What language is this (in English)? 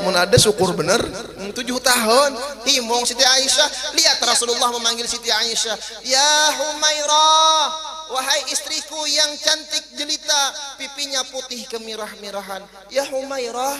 Banjar